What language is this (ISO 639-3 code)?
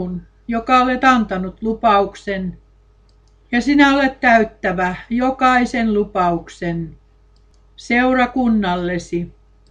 fin